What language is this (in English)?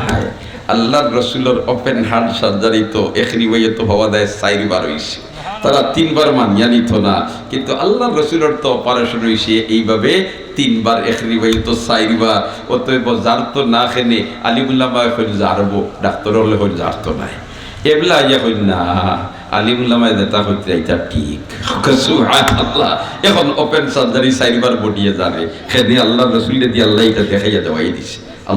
Sylheti